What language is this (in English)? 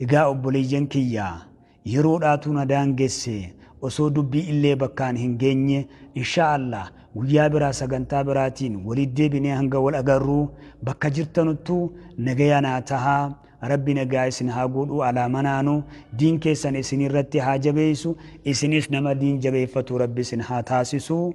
Oromo